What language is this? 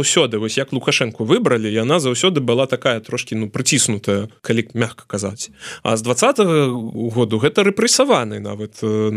Belarusian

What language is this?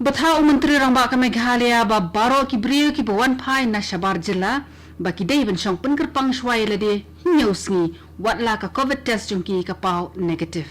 Khasi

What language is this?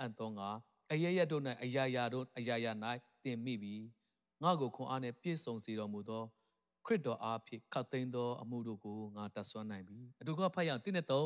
Burmese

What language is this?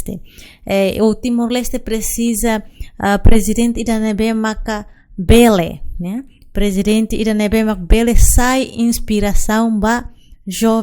Tetum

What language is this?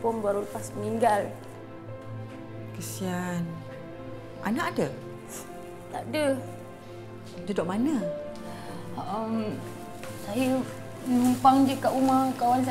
Malay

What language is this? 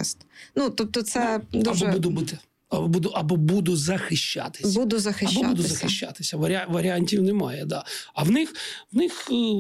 Ukrainian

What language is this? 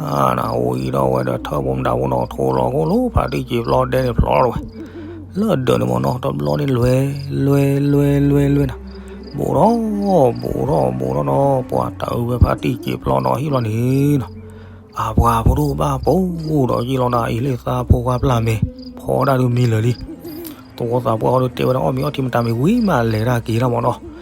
S'gaw Karen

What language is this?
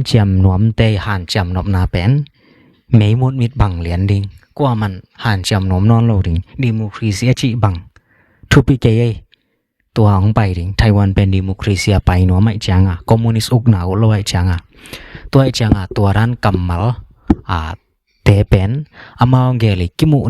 Tedim Chin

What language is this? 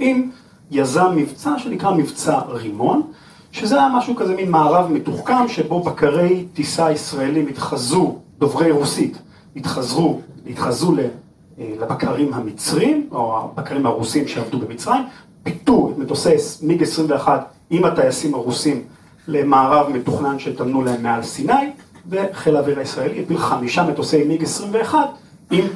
Hebrew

